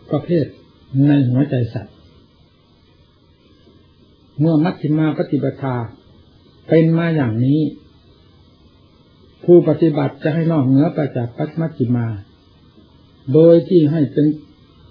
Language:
Thai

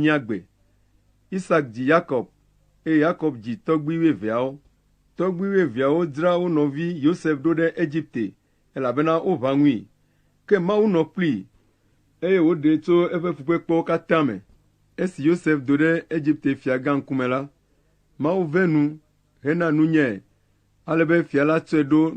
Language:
Ewe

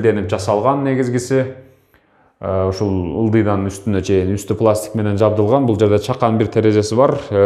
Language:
Kyrgyz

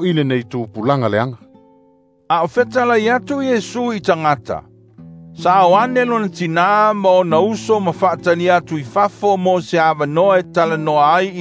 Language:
Samoan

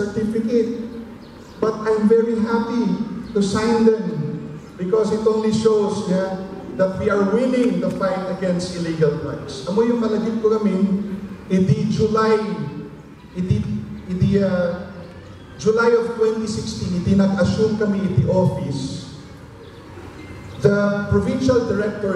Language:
Iloko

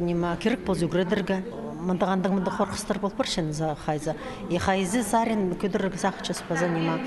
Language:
Khakas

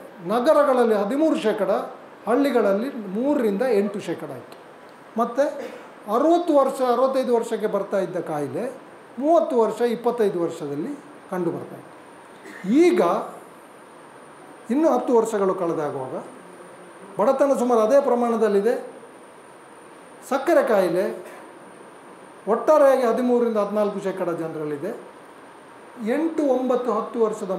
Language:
Kannada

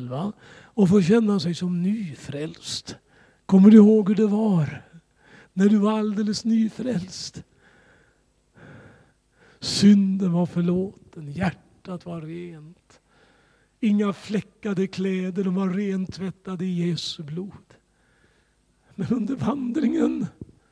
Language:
Swedish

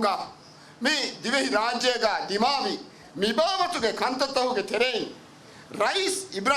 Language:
Divehi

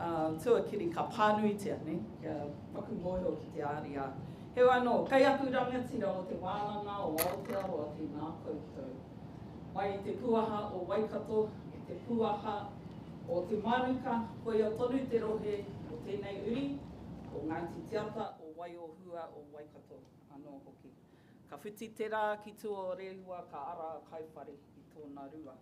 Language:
Māori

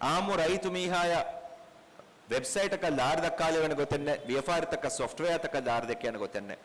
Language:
Divehi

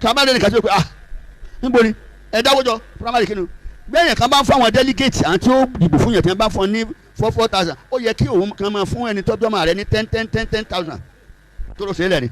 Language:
Yoruba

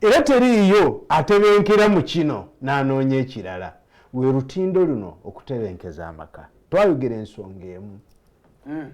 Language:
Ganda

